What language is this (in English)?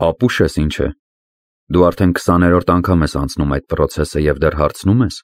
Armenian